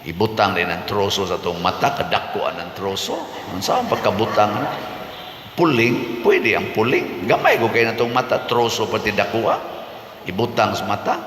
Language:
Cebuano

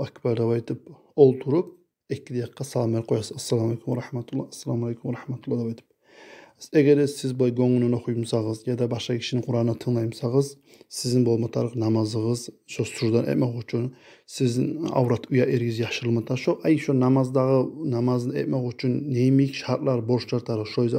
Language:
Kumyk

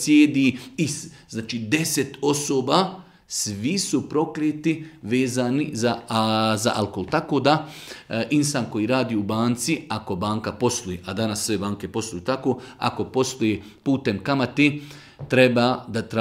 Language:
Bosnian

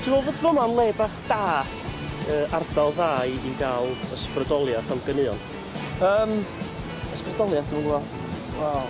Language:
Welsh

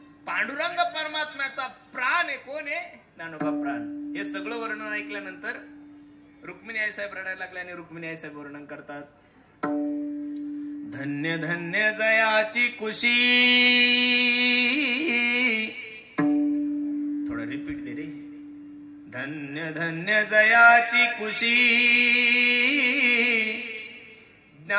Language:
Marathi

